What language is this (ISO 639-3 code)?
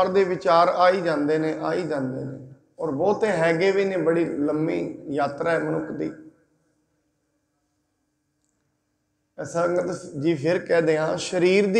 pan